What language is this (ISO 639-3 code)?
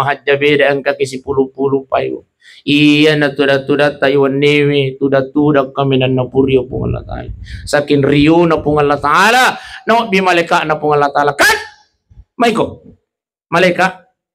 bug